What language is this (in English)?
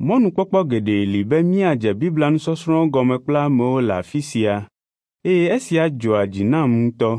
Ewe